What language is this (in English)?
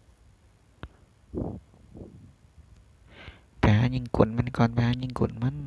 Lao